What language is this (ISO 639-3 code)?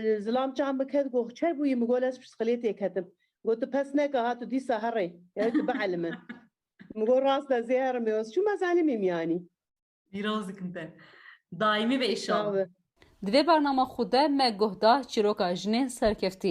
kur